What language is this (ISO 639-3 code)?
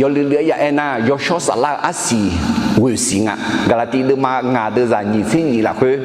ahk